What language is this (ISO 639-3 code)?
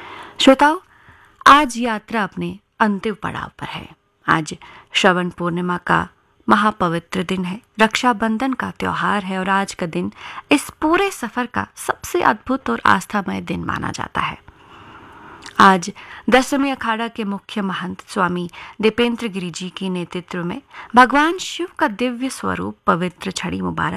hin